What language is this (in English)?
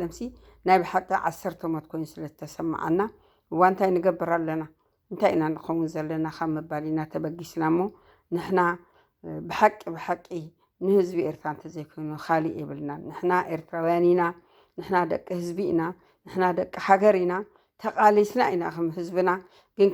Tigrinya